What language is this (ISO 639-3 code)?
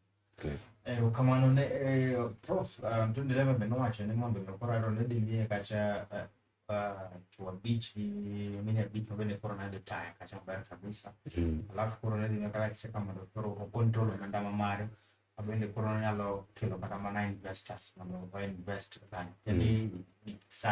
luo